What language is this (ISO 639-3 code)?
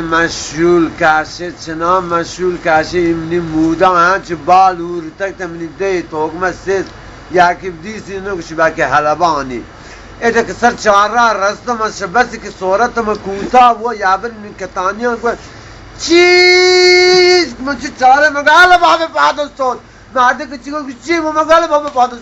bal